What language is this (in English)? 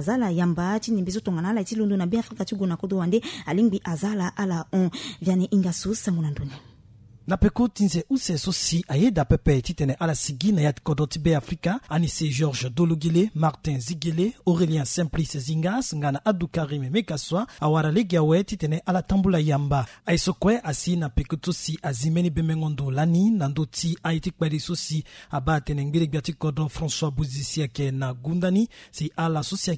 Sango